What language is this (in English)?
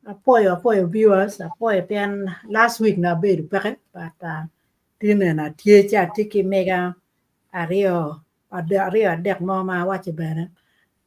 Acoli